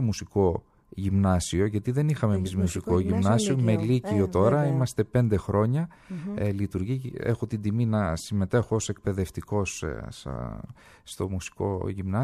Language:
Greek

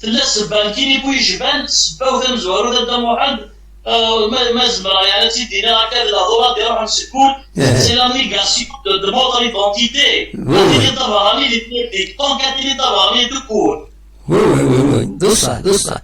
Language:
Kabyle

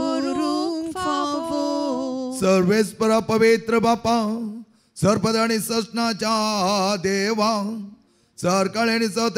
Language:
Konkani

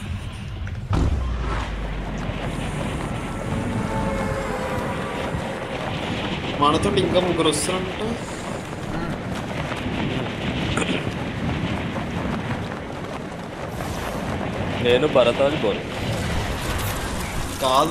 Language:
Telugu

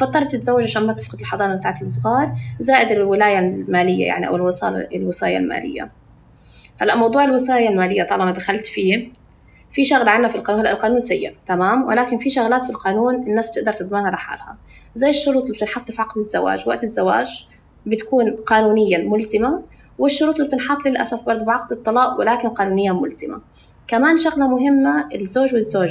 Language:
North Levantine Arabic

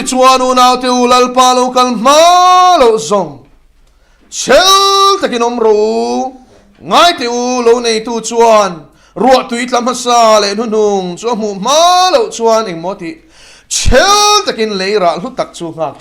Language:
Mizo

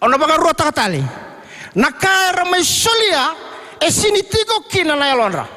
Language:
Fijian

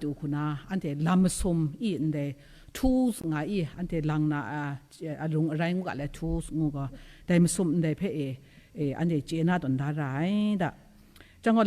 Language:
Kachin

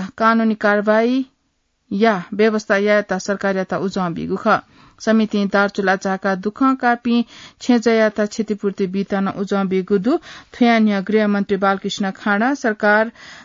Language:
Newari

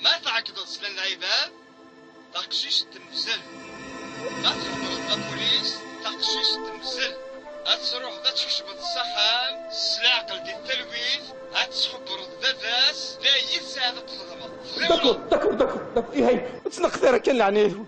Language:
Kabyle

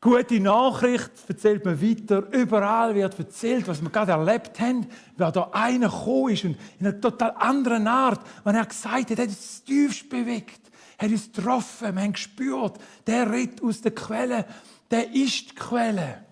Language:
Swiss German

